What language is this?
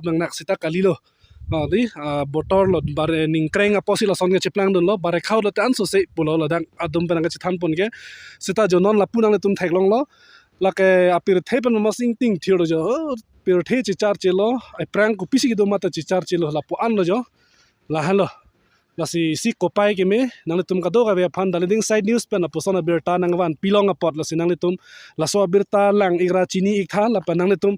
Karbi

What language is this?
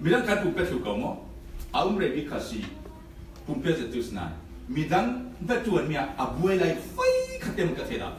Falam Chin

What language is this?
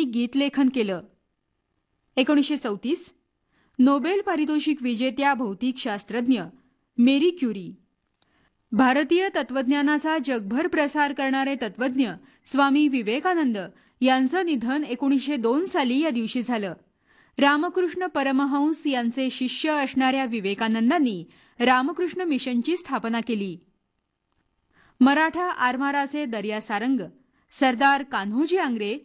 Marathi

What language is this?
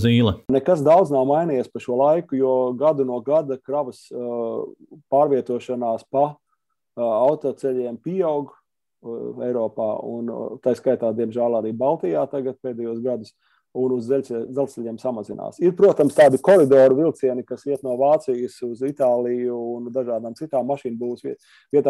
Latvian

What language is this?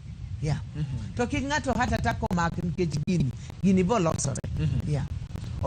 Luo (Kenya and Tanzania)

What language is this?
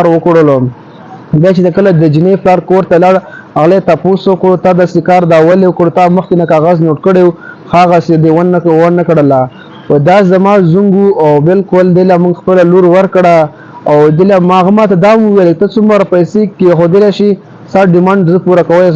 Pashto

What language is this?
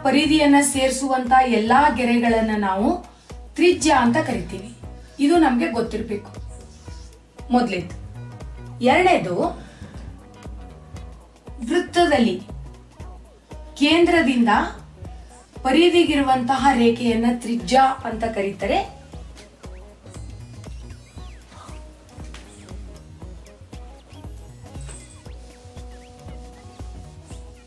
Kannada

